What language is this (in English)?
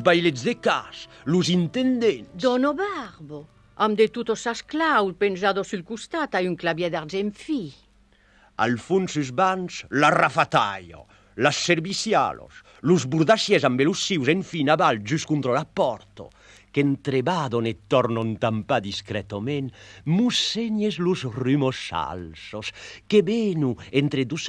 Occitan